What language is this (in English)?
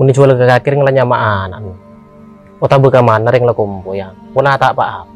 Madurese